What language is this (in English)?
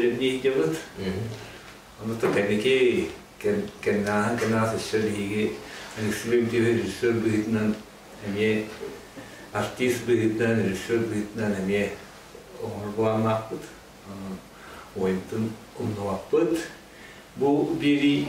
Yakut